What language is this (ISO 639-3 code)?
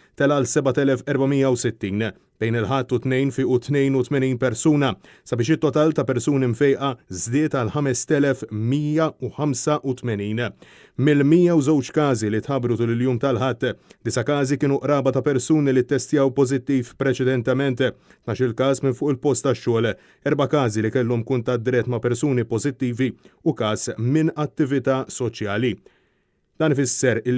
mlt